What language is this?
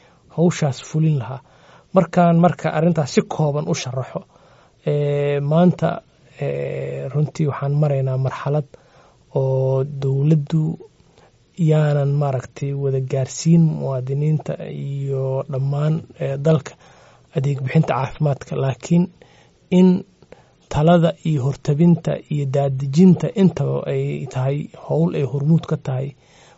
Somali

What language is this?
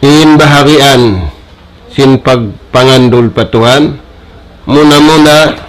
Tausug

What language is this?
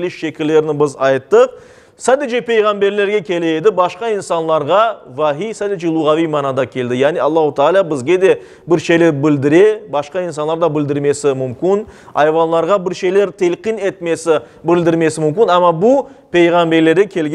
Crimean Tatar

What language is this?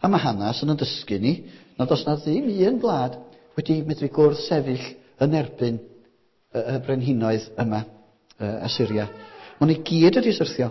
Welsh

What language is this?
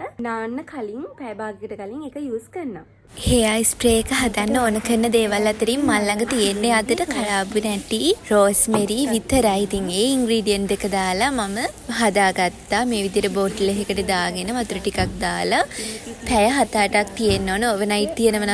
Sinhala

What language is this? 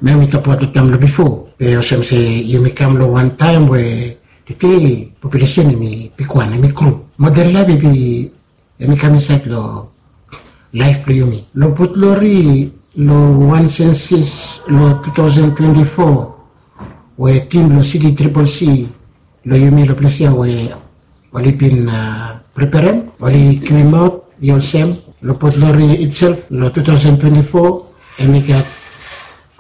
Bislama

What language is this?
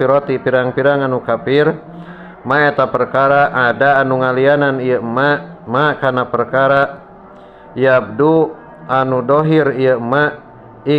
Sundanese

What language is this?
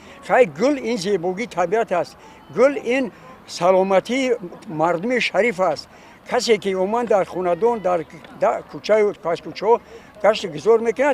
Tajik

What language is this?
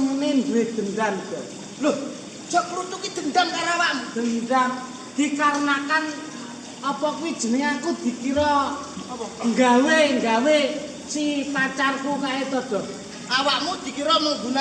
Javanese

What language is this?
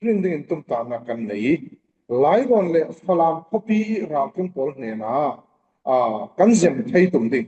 Falam Chin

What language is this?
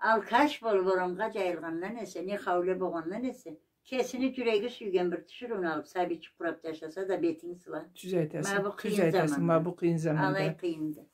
Karachay-Balkar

